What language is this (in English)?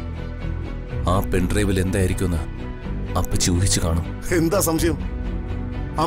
Malayalam